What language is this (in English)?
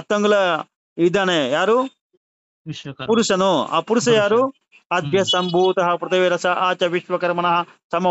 Kannada